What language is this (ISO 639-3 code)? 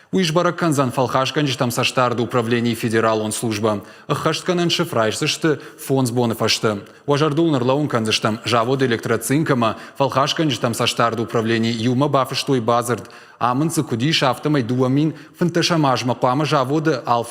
oss